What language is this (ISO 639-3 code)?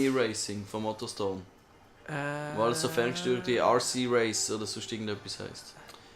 gsw